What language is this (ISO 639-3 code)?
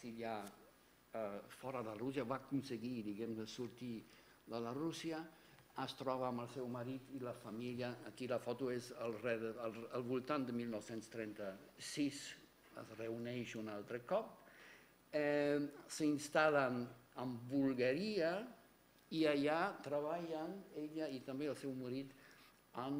cat